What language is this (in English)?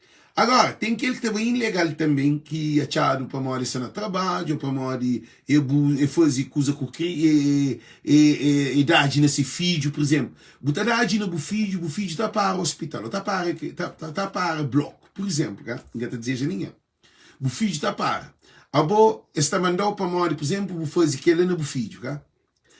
Kabuverdianu